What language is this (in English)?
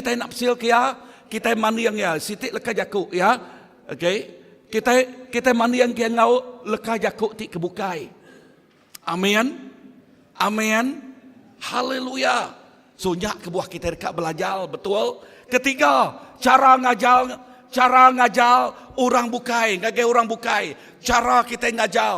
Iban